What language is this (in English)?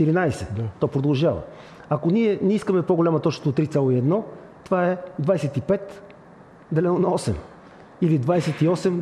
Bulgarian